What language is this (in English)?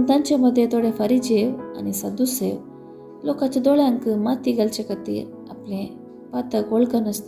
Konkani